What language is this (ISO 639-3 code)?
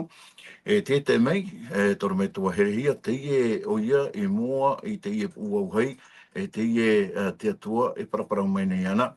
tah